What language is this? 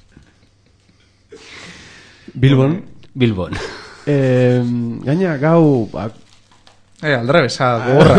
Basque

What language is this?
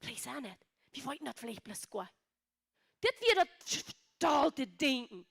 Plautdietsch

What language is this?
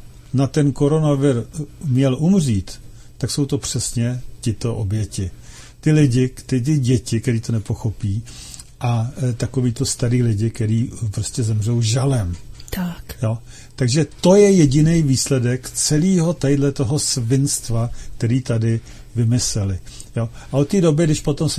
Czech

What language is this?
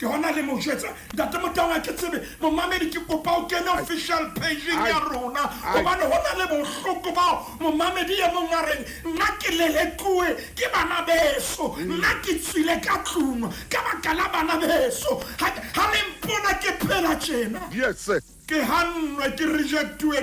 Southern Sotho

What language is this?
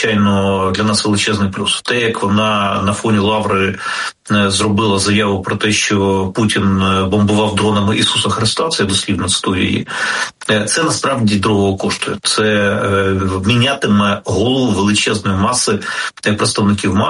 Ukrainian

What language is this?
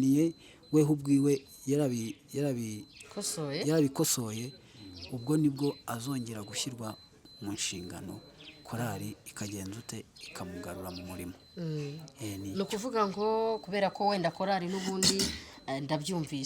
Kinyarwanda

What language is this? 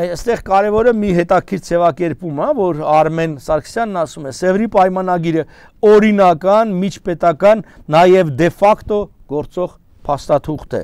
Armenian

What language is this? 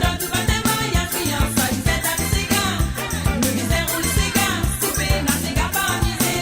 Morisyen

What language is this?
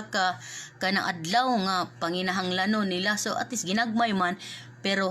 Cebuano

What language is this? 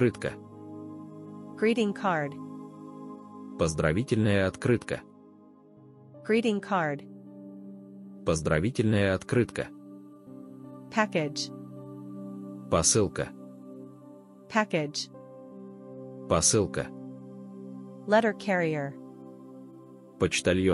Russian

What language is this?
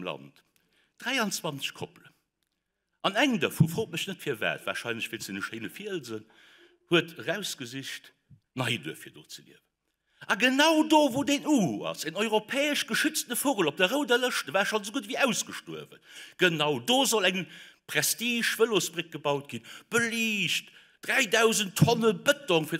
Luxembourgish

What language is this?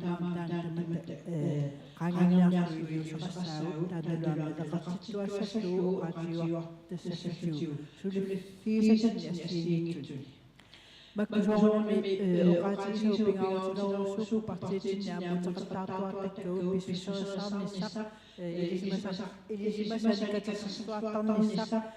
Kalaallisut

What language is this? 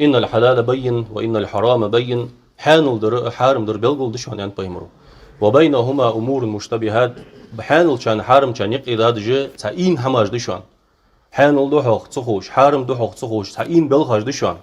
Ingush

